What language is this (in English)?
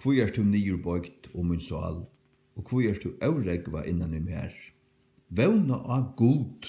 Faroese